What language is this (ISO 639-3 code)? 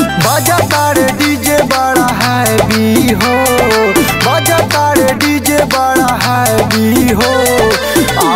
bho